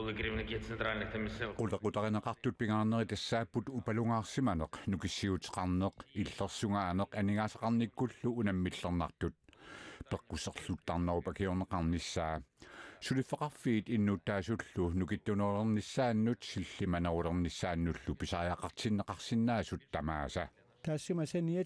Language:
Kalaallisut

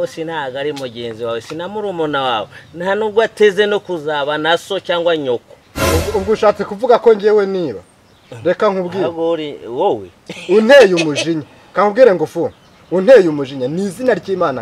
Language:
Kinyarwanda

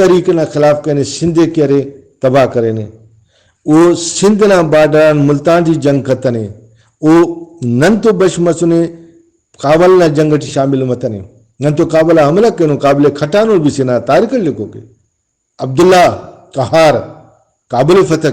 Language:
Brahui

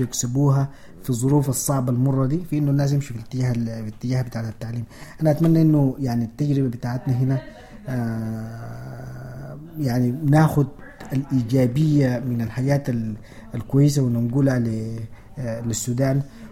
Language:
Sudanese Arabic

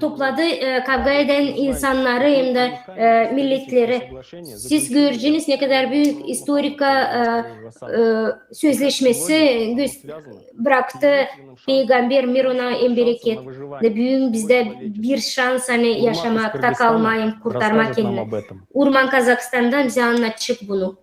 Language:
Gagauz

